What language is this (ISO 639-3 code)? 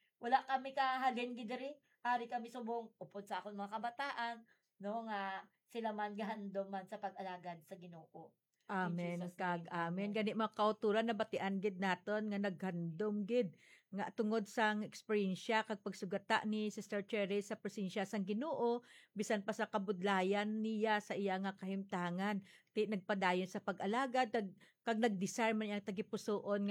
hil